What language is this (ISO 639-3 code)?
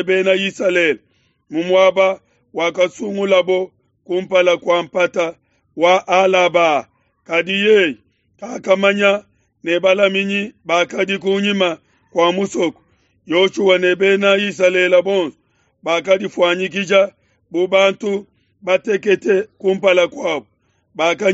lua